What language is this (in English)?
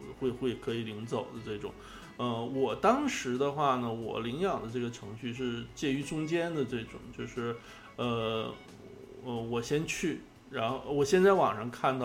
Chinese